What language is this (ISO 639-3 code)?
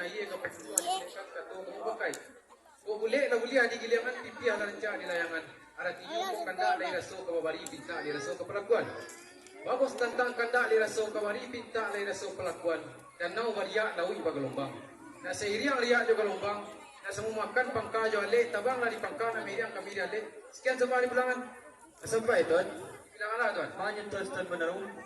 min